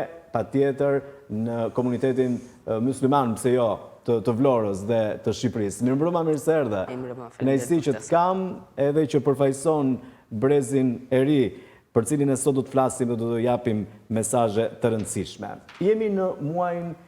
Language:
Albanian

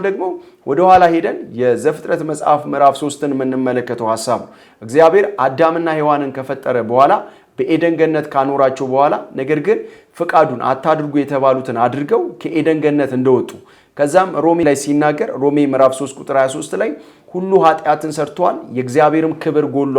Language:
Amharic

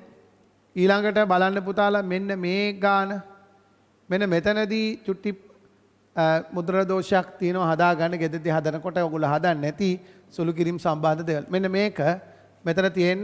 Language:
Sinhala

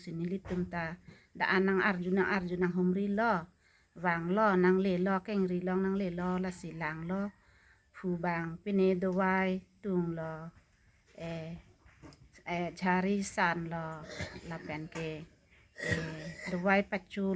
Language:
Karbi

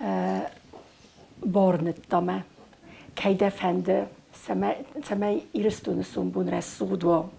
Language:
Ossetic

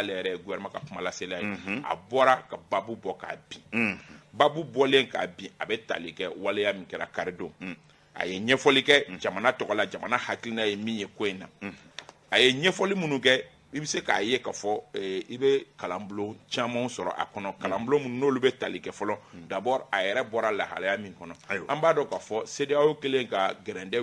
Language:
Bambara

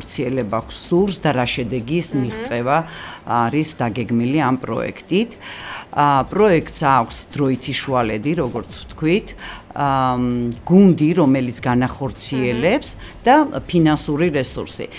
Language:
Georgian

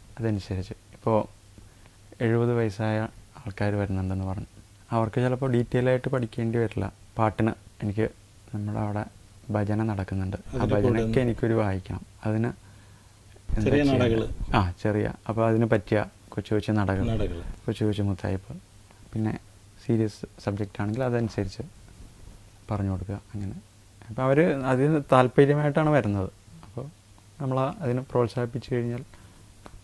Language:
Malayalam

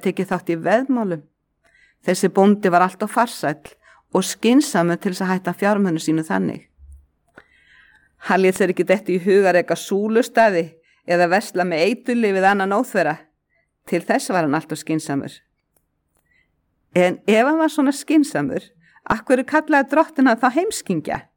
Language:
Icelandic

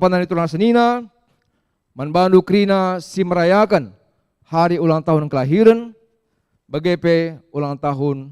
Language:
Batak Karo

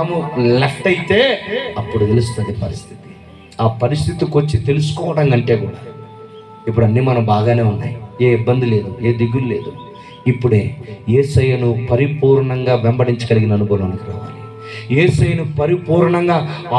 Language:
Telugu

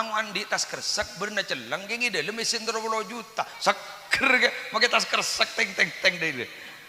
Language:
Madurese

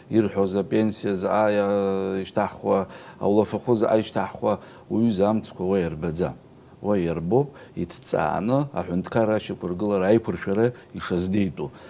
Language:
Abkhazian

